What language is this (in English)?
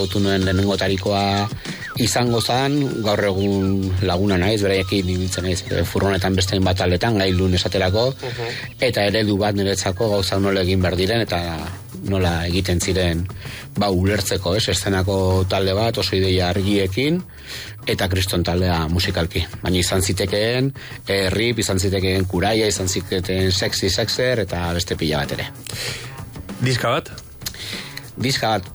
Basque